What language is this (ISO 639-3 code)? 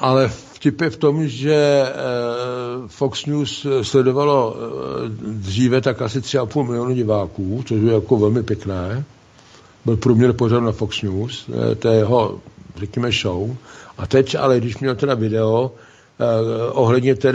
ces